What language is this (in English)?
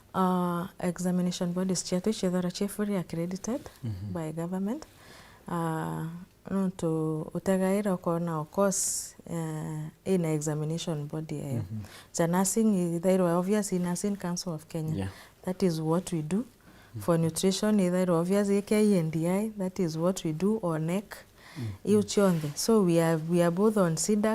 Meru